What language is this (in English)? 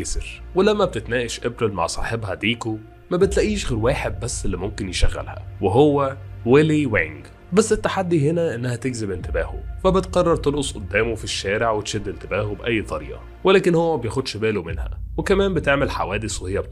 Egyptian Arabic